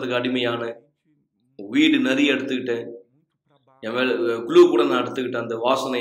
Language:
Tamil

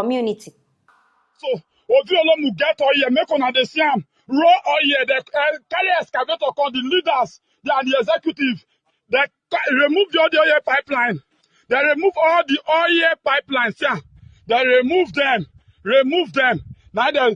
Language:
Nigerian Pidgin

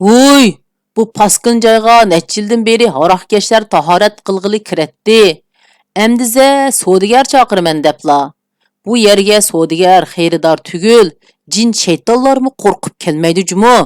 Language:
Uyghur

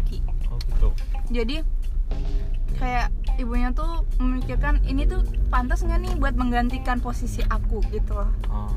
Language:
Indonesian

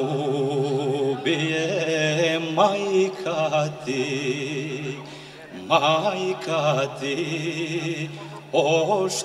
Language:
Serbian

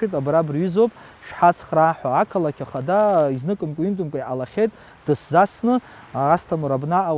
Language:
Abkhazian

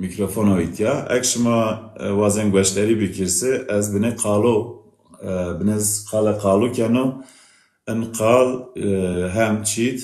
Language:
Zaza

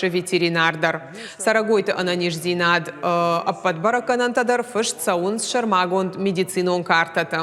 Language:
Ossetic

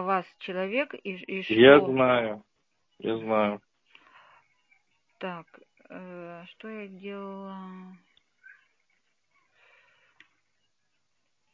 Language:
Russian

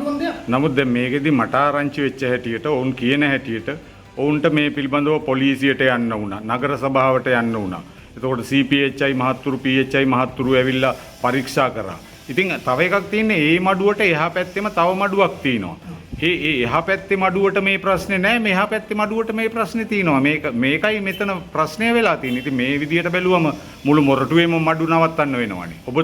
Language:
Sinhala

